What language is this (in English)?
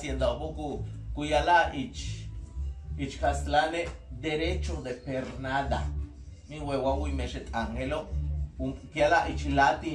Yucateco